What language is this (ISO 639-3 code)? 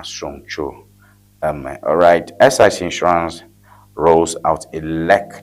ewe